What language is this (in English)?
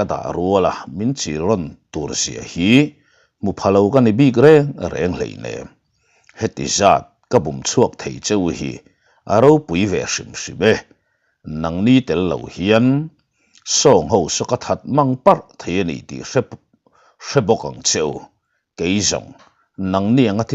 Mizo